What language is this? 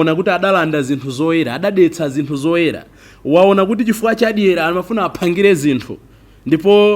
Nyanja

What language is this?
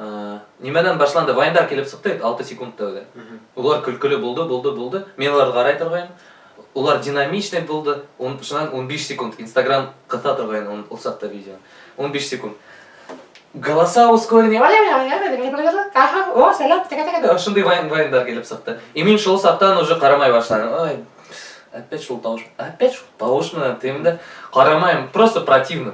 Bashkir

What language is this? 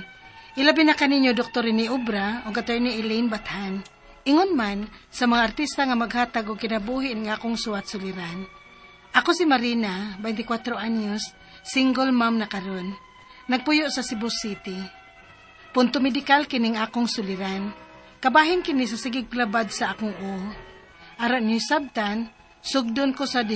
Cebuano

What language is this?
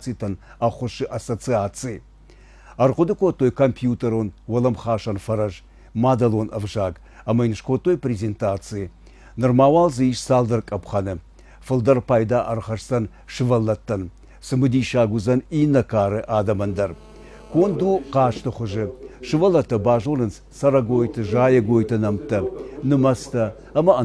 Ossetic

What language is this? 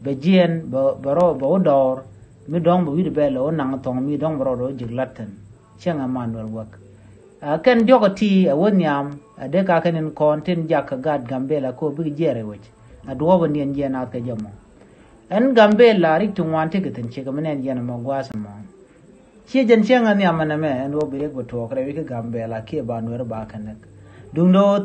Nuer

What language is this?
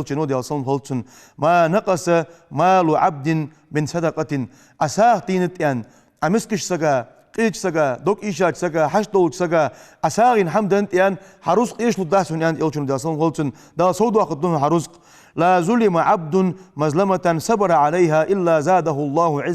Ingush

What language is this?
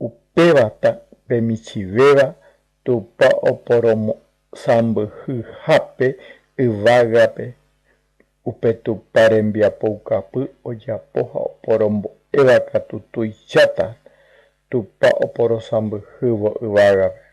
Guarani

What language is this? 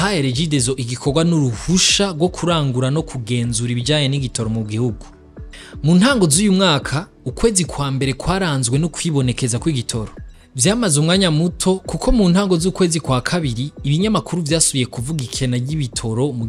Rundi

